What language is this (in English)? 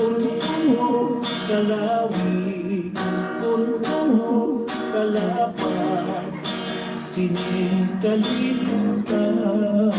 Hiligaynon